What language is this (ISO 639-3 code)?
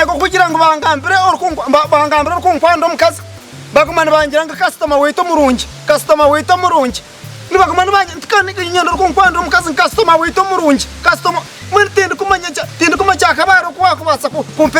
nyn